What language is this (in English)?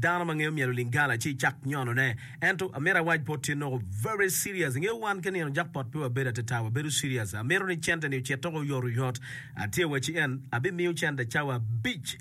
Acoli